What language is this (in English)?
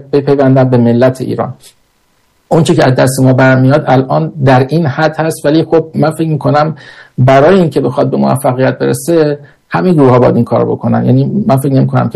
Persian